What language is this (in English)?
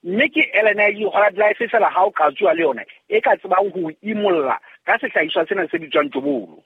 Southern Sotho